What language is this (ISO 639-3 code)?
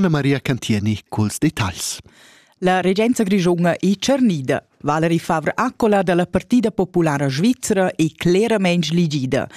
roh